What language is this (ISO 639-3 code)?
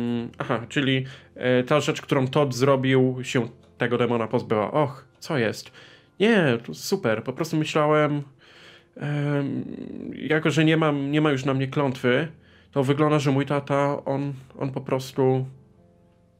pol